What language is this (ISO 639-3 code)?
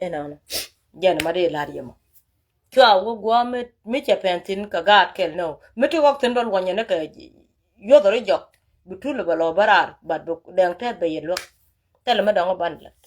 nus